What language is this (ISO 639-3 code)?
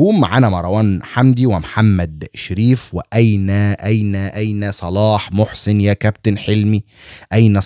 arz